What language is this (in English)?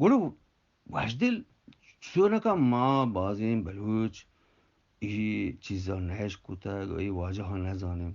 Eastern Balochi